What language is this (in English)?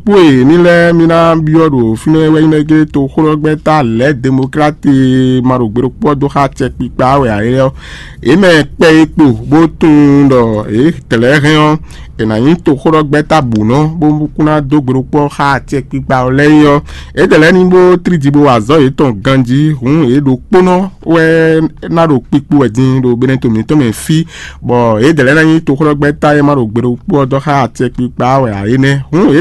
Fon